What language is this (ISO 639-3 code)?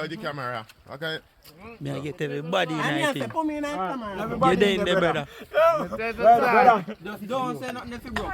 jam